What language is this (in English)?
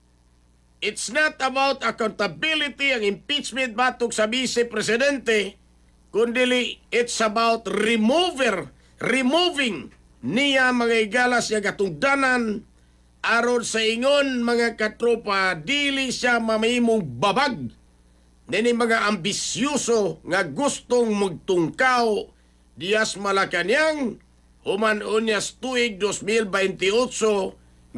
Cebuano